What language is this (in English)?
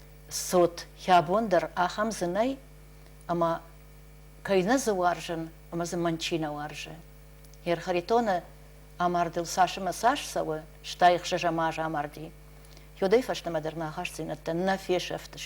Ossetic